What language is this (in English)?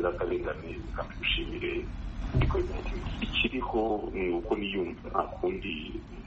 Kinyarwanda